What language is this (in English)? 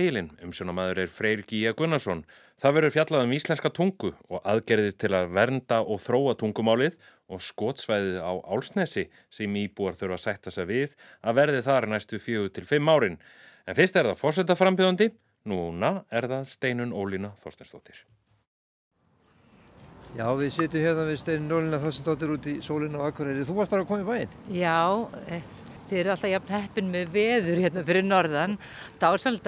Icelandic